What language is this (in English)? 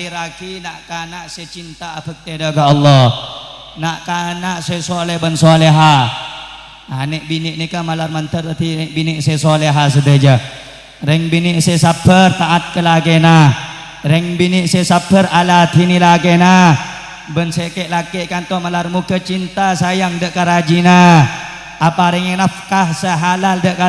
Madurese